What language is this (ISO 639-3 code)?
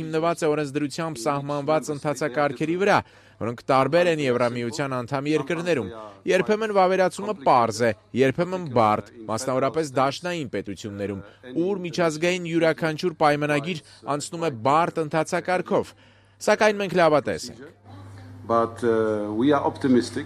hye